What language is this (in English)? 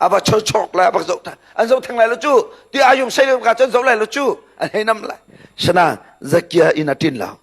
Hakha Chin